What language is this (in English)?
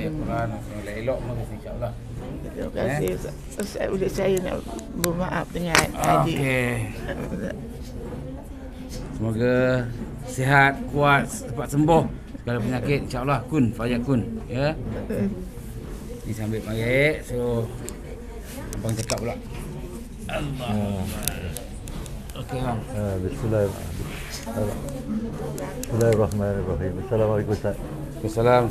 Malay